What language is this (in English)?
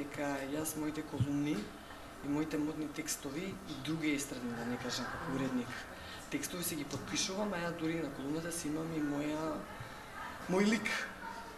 Macedonian